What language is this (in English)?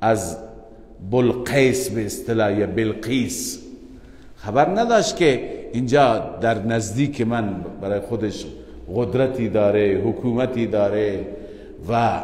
Persian